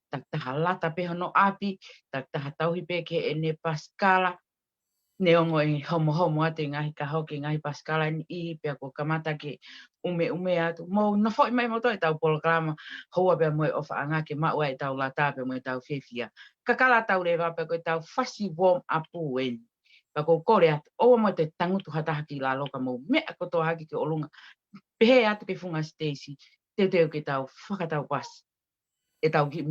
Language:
Tongan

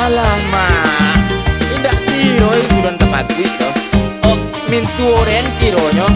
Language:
Minangkabau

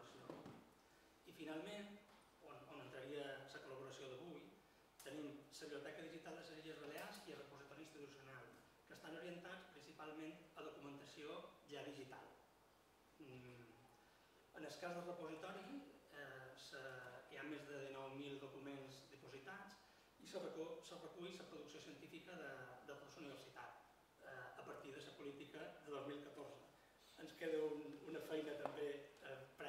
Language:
Catalan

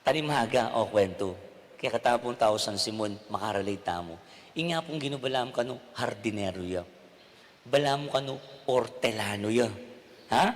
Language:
Pampanga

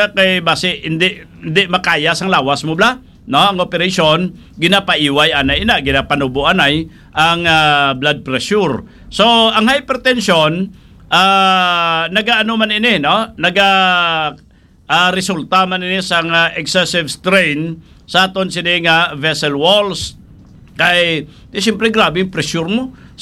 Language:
Hiligaynon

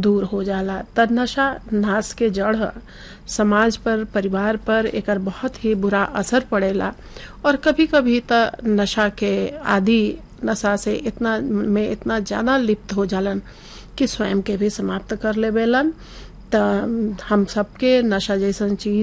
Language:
Bhojpuri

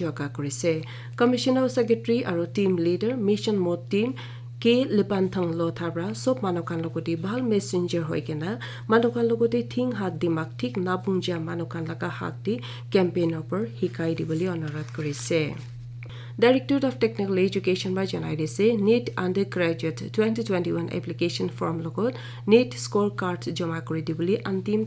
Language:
Naga Pidgin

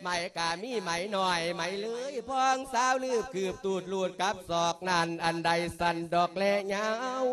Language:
Lao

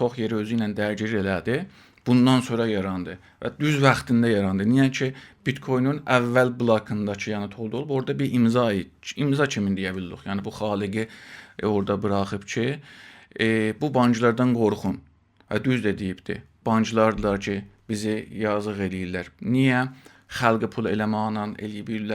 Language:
South Azerbaijani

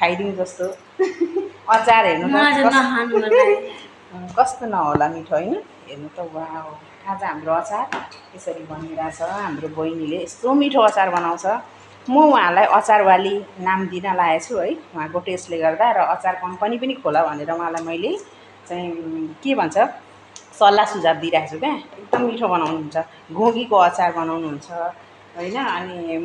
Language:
Nepali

